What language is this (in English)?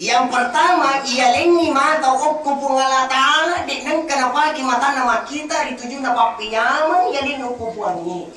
Buginese